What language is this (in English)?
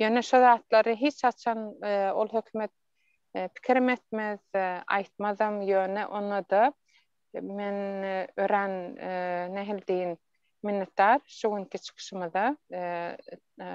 Turkmen